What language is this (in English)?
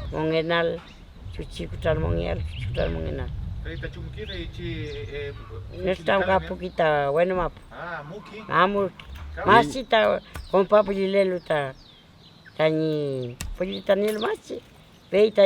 Mapuche